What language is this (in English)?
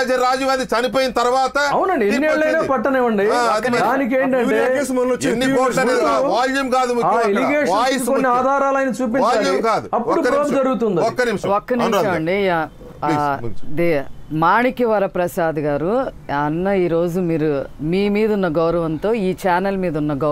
Telugu